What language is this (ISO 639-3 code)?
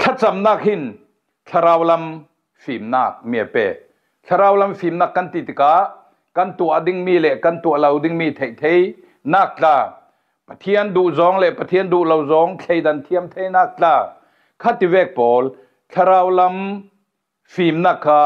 cfm